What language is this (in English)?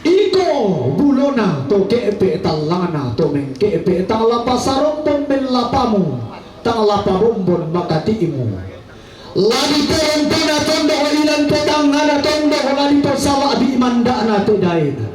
Toraja-Sa'dan